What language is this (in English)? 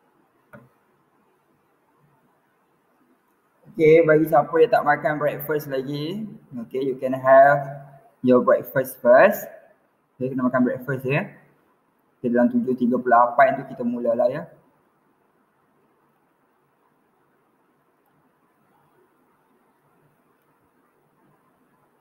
Malay